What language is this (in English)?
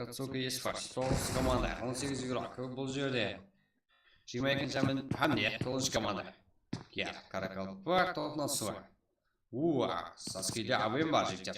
Kara-Kalpak